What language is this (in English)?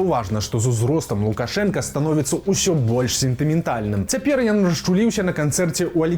Belarusian